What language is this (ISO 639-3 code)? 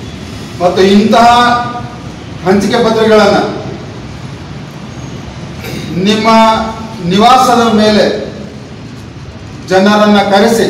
kan